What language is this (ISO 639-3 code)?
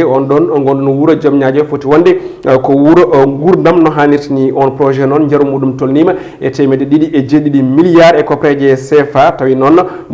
ful